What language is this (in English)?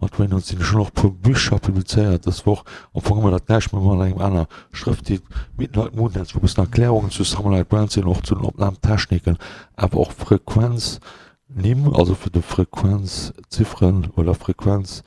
Luxembourgish